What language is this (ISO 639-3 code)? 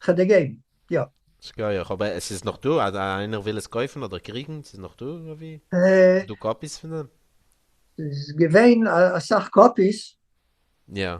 yid